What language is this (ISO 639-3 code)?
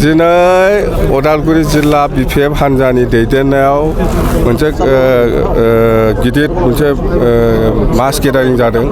brx